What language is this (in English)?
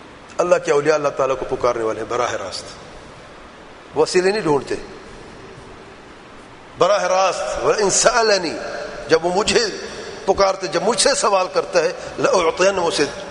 Urdu